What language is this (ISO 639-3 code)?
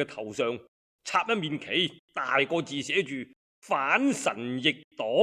yue